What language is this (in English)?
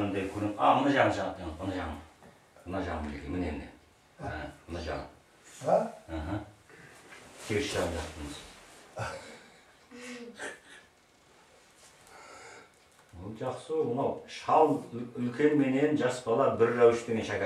Kazakh